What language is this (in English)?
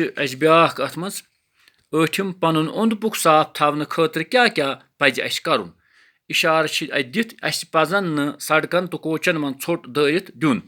Kashmiri